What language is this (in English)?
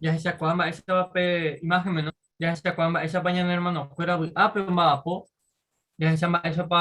Guarani